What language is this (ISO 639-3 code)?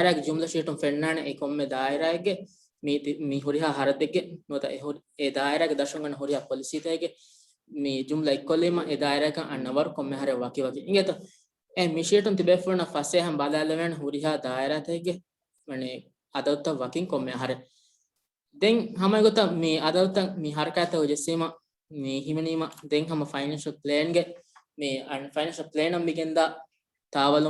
div